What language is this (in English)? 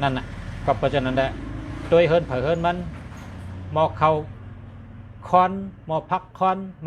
Shan